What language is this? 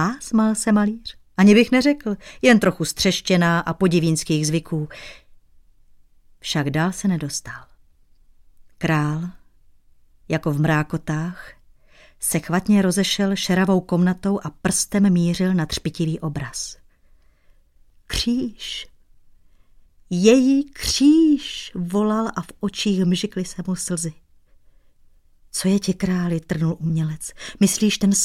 Czech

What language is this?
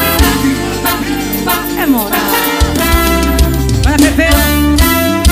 Portuguese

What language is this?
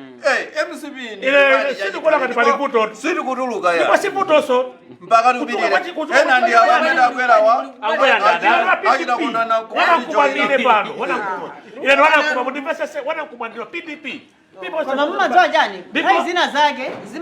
Nyanja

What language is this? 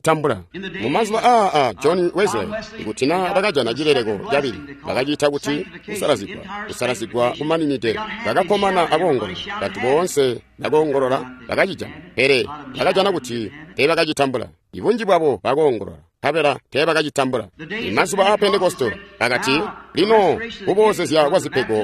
Tonga (Zambia)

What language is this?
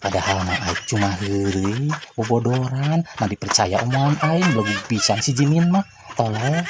Sundanese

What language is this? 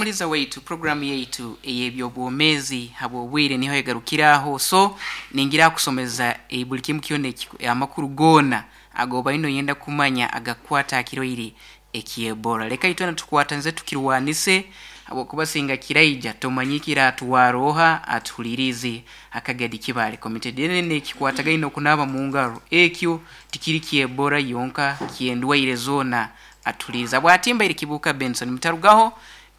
Nyankole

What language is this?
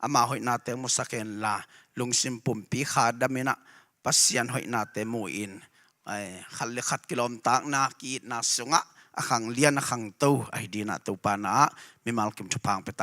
Tedim Chin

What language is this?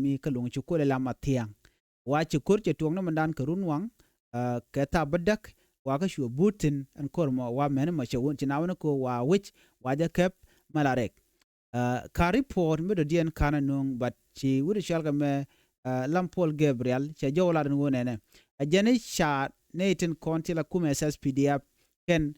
Nuer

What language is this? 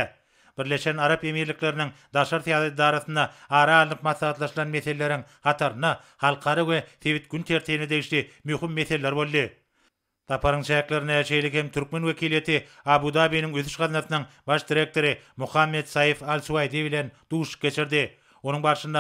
Turkmen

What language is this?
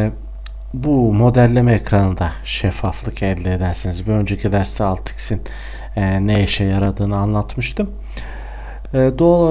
Turkish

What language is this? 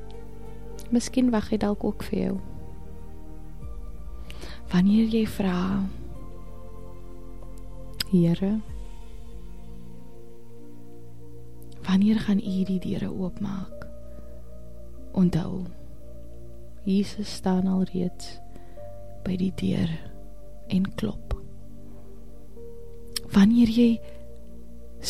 Afrikaans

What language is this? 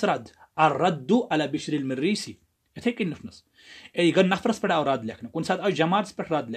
Kashmiri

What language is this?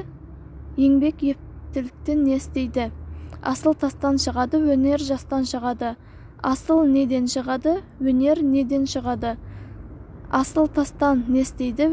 Kazakh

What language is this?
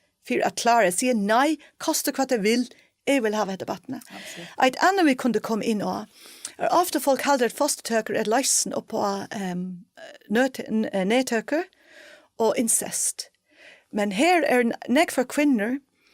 Faroese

